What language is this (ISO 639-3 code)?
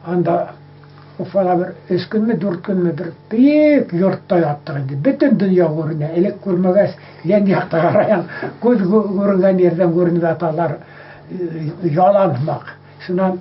bak